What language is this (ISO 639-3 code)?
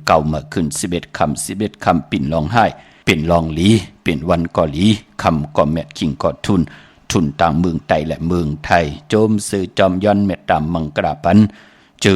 shn